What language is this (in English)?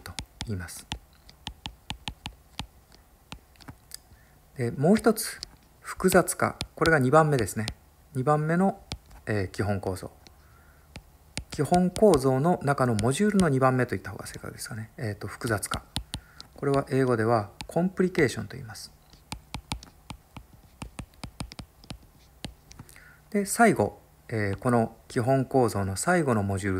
Japanese